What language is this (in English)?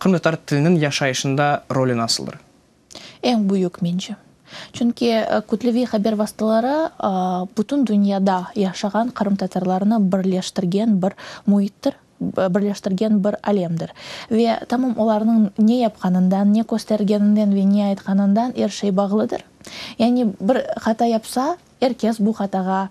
Crimean Tatar